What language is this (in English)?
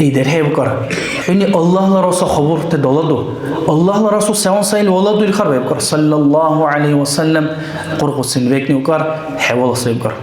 Dargwa